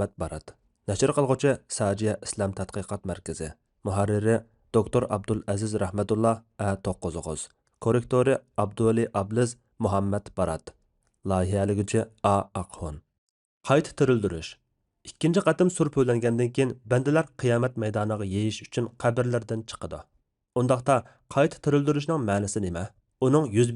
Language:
Uyghur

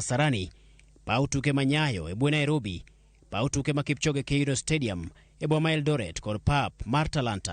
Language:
Luo (Kenya and Tanzania)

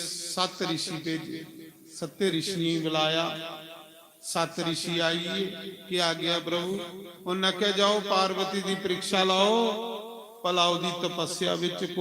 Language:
Dogri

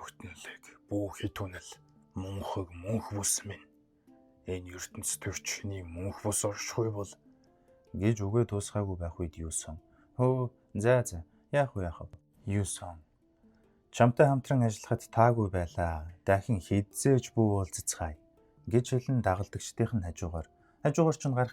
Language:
Mongolian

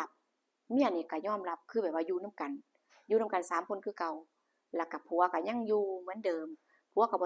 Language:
Lao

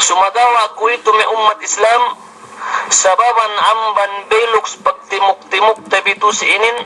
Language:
Yakan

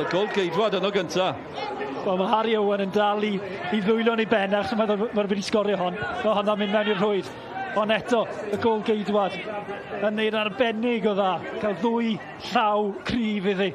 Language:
Welsh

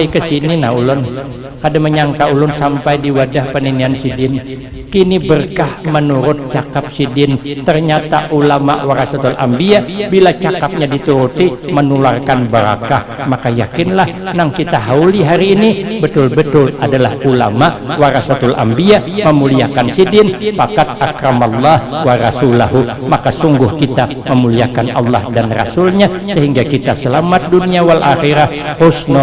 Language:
Banjar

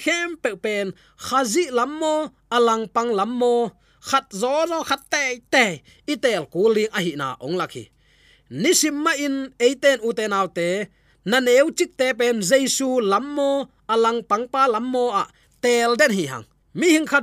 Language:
Tedim Chin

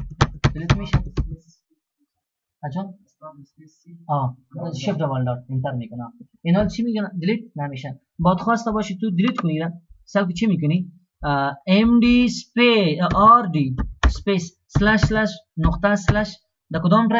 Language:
Persian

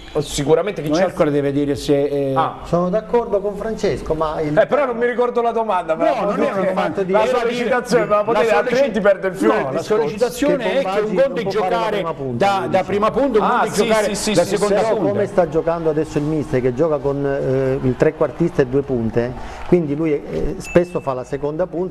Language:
Italian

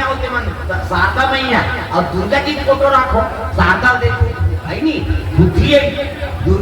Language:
Chhattisgarhi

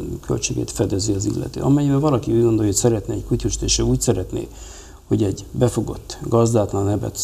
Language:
Hungarian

